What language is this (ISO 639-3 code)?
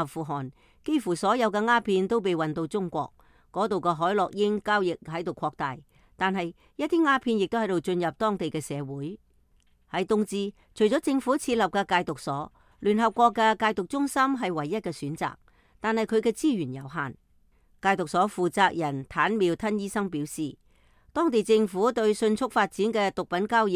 yue